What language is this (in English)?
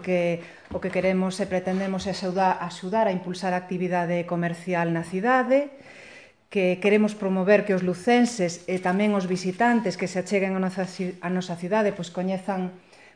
Galician